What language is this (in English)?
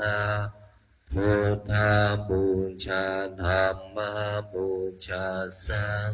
Pali